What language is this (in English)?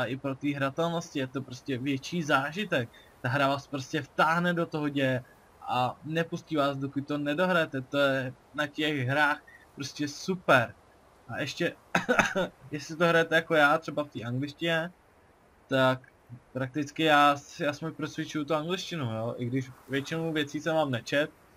Czech